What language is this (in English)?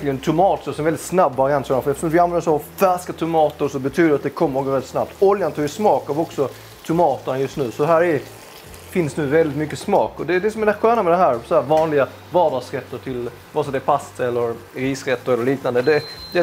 Swedish